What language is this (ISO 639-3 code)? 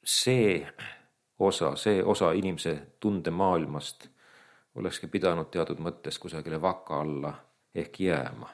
est